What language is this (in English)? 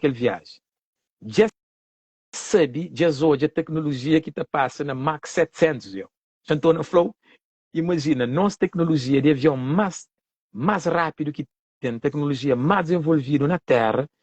Kabuverdianu